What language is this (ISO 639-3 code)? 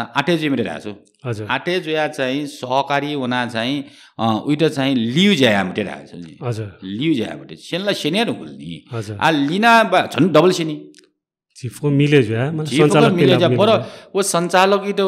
new